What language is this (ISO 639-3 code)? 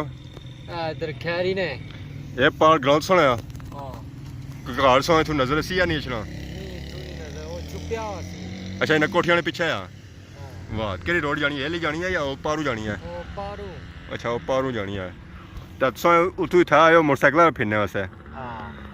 phr